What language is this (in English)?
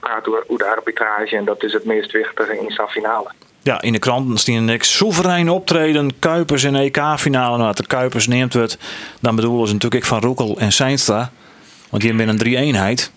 Western Frisian